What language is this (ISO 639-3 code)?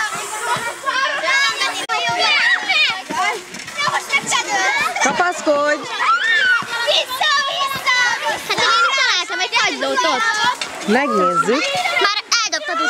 hun